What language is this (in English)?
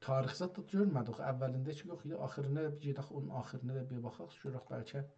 South Azerbaijani